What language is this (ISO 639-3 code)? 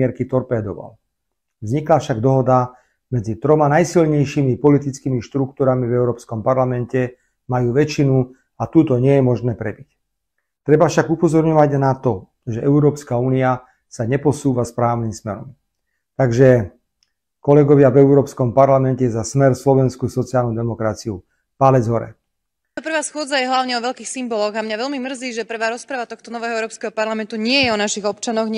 slk